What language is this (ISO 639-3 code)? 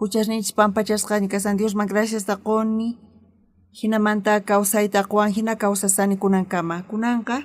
quh